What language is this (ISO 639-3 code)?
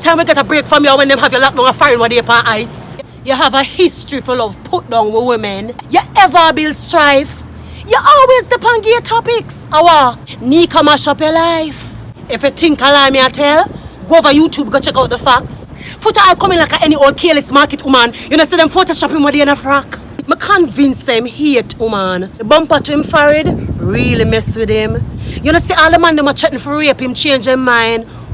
jam